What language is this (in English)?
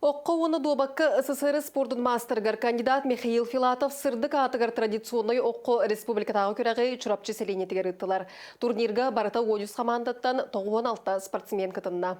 Yakut